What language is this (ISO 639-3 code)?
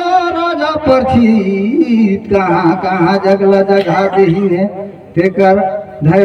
hne